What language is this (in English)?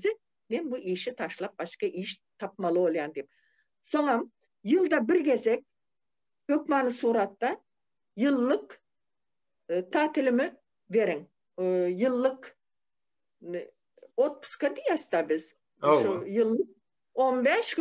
Turkmen